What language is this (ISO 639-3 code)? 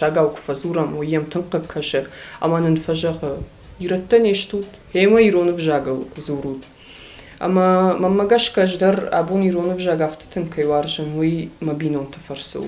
oss